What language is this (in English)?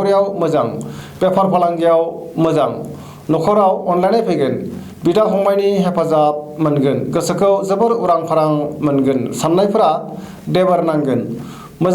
Bodo